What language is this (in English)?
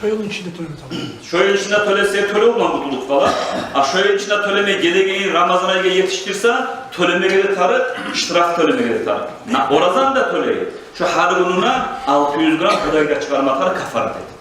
Kumyk